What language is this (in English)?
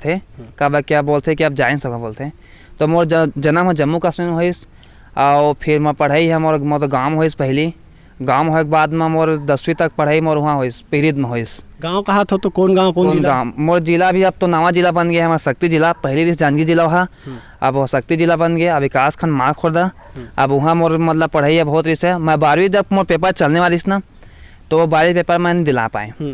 Chhattisgarhi